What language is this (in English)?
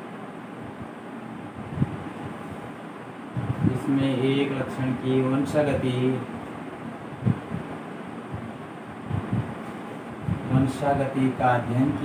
Hindi